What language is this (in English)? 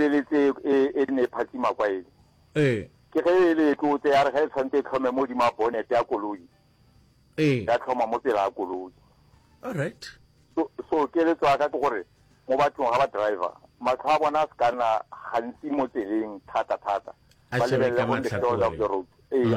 Northern Sotho